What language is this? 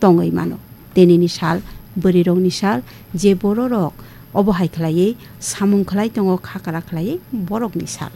Kok Borok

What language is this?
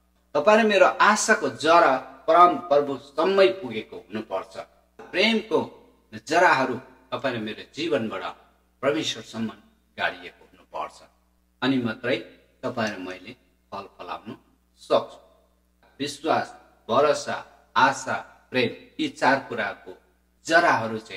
Nepali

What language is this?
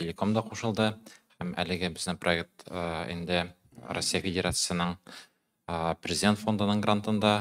Tatar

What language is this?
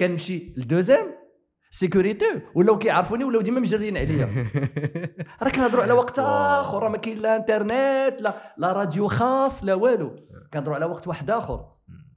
Moroccan Arabic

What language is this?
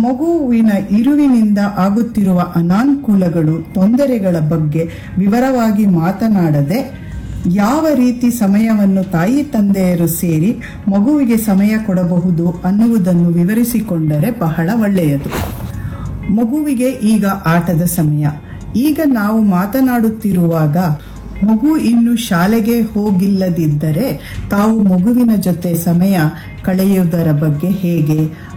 Kannada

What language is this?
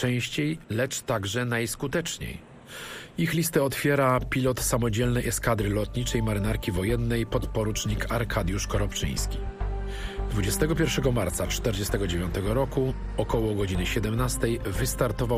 Polish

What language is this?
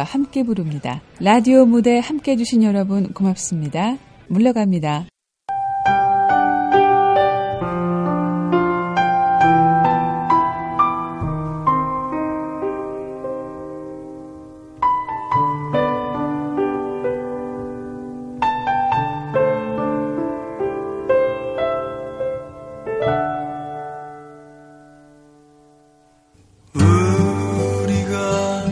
Korean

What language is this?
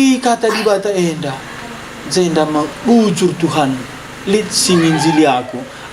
Batak Karo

